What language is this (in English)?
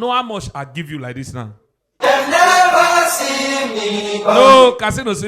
Nigerian Pidgin